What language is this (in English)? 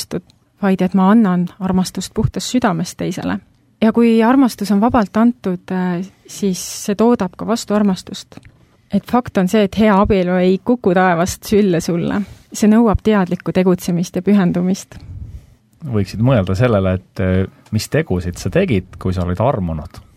Estonian